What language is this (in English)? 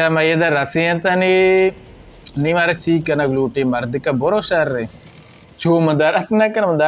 Baluchi